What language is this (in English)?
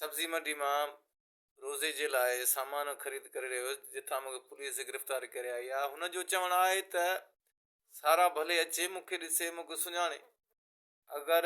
Sindhi